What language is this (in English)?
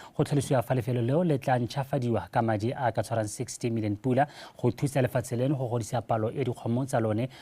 Tswana